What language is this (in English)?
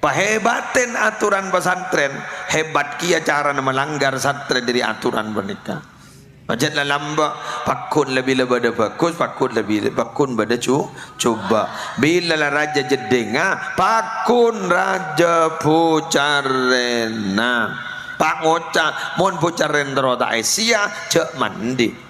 Madurese